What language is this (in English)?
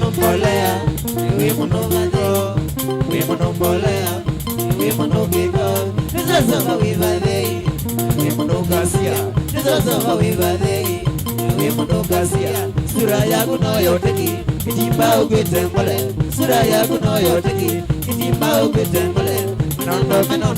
Kamba